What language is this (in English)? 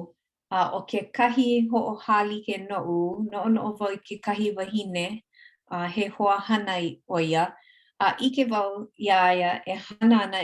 Hawaiian